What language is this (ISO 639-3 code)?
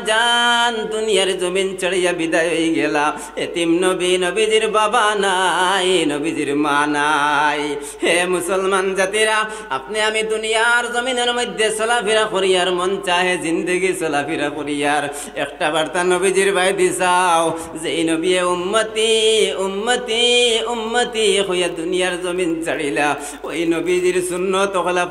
syl